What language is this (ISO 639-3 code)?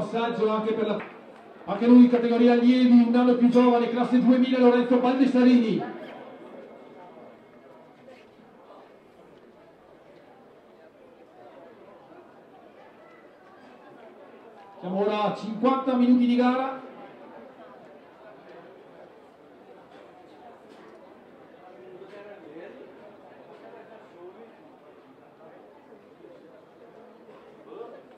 ita